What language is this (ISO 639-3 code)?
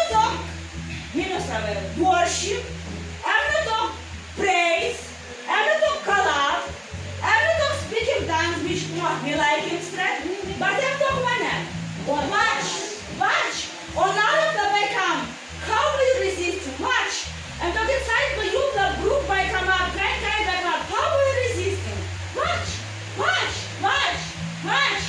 tpi